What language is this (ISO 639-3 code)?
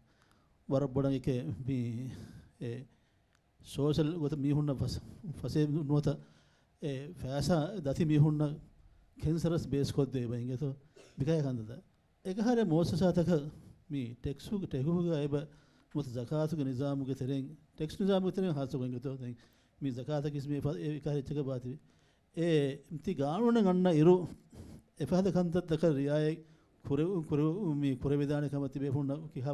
div